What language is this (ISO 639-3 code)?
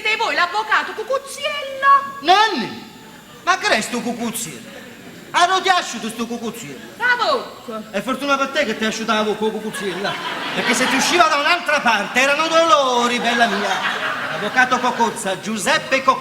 nap